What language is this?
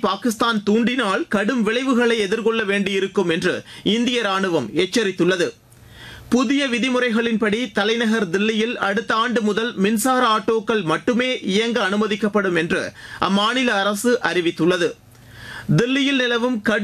Tamil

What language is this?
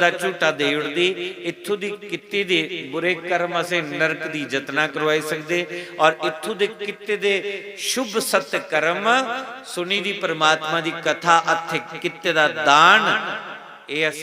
Dogri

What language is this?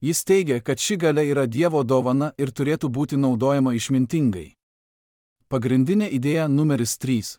Lithuanian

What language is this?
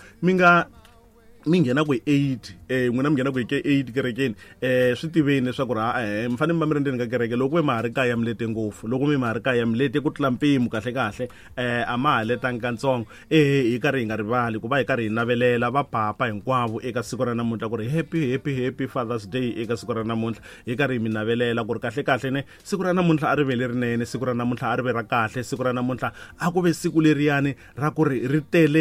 Tsonga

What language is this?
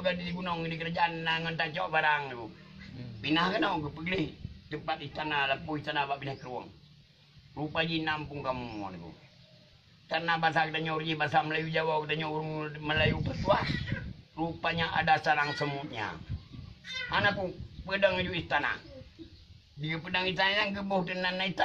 Achinese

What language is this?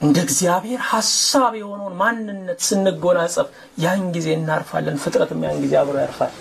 Amharic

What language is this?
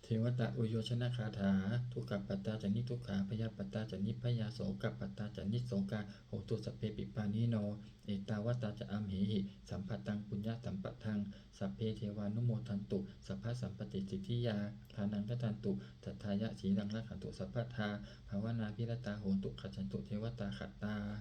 Pali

